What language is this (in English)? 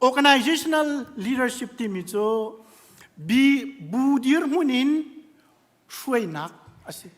Hakha Chin